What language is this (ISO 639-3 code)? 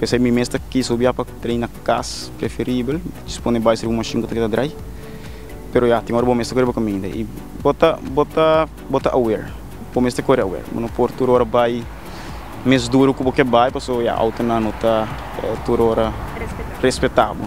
pap